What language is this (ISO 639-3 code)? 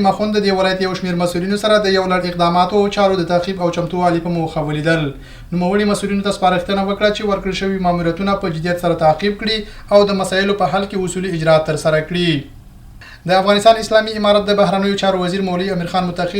pus